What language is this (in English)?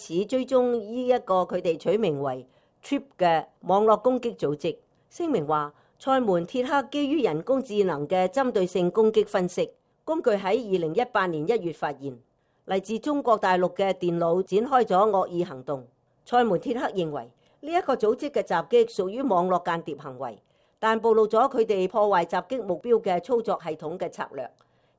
Cantonese